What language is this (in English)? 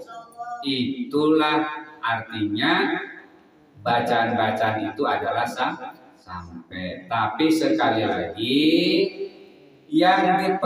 Indonesian